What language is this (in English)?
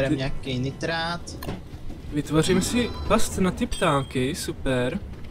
Czech